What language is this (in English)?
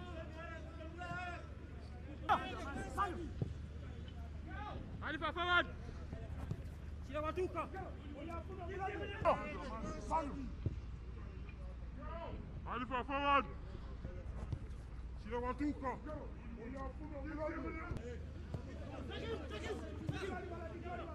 Swahili